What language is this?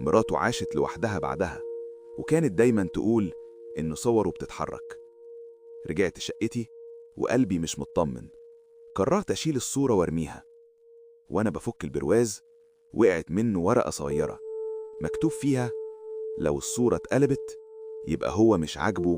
Egyptian Arabic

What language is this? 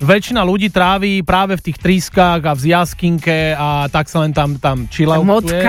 Slovak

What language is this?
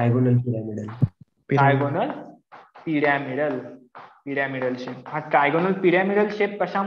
Marathi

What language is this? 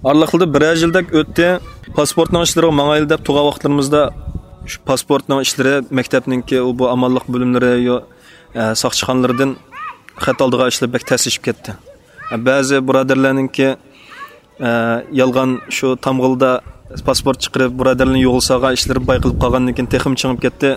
Uyghur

